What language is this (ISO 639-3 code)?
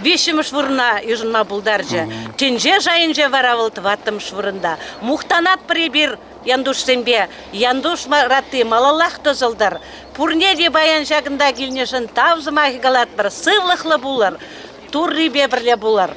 chv